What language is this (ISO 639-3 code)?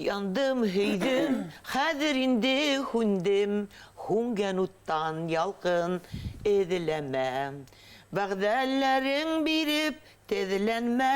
bak